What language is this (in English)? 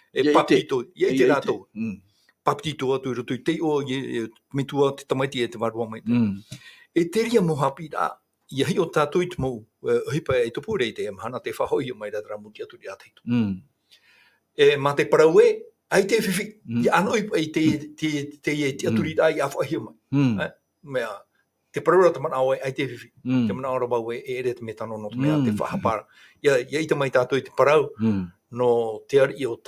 Tahitian